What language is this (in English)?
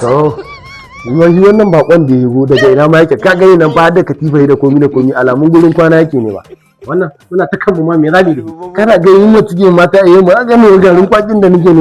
Hausa